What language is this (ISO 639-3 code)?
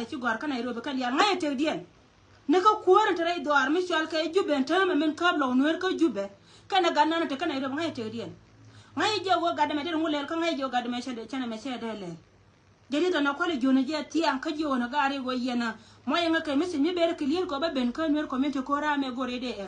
nus